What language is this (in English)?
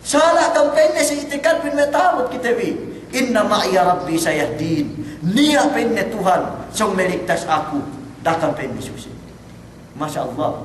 Yakan